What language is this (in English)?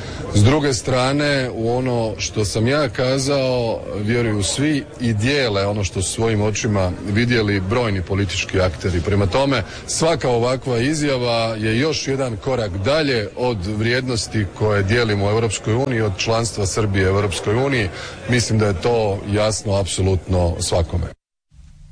Croatian